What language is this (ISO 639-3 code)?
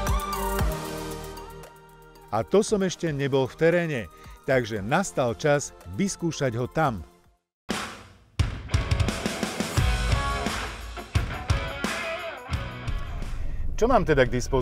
slk